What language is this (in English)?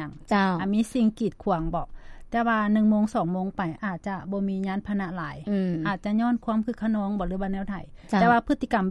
Lao